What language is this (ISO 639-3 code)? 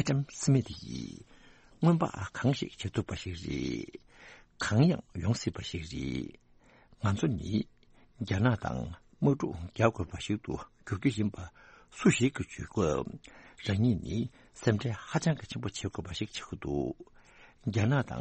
bod